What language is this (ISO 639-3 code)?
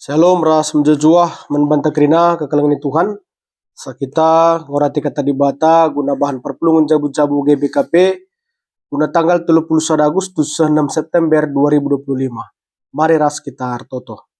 btx